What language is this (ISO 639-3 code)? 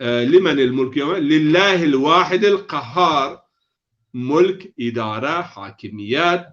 zza